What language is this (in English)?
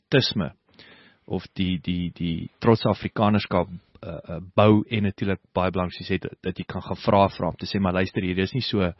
Afrikaans